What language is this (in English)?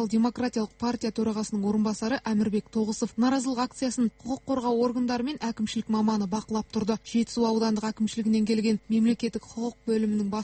Kazakh